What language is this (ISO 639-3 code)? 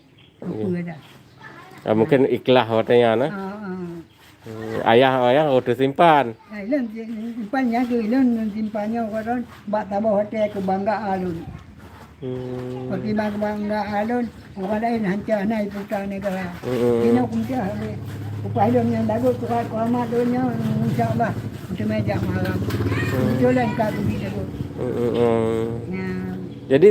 ace